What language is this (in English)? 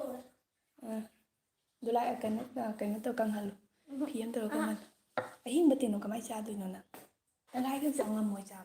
Manipuri